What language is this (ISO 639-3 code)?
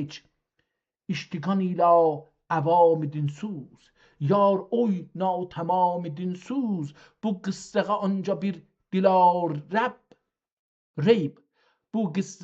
azb